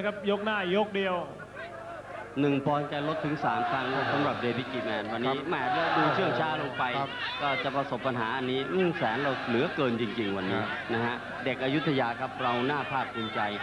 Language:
Thai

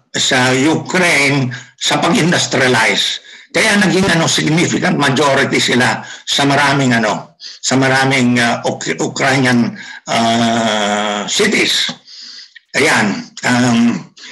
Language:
Filipino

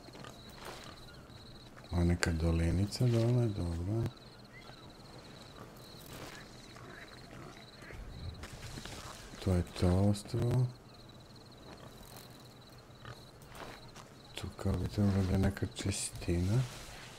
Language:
Serbian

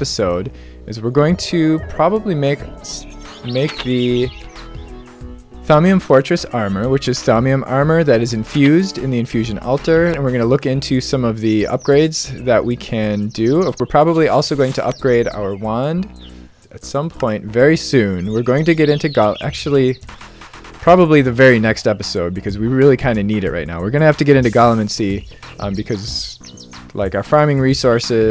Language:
English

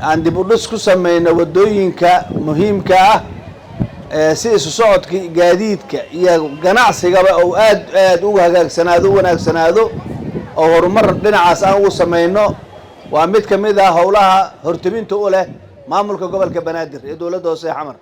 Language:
Somali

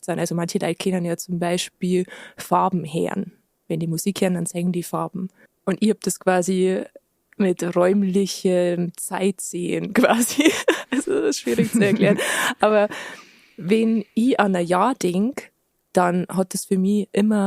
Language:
Bavarian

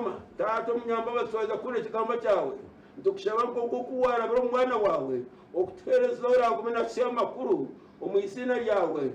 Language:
Nyankole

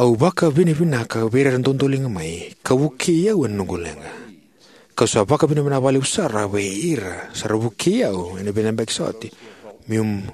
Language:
Fijian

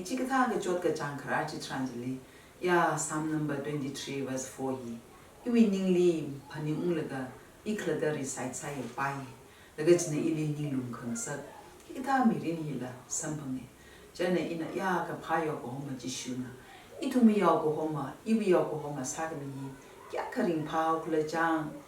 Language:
Tangkhul Naga (India)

